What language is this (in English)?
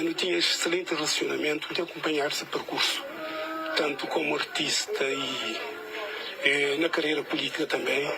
Kabuverdianu